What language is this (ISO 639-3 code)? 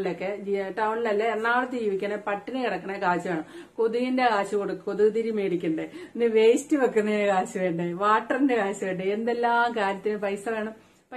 mal